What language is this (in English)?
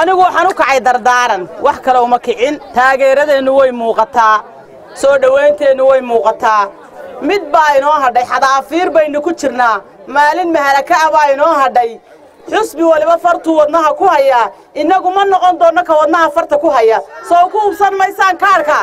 Somali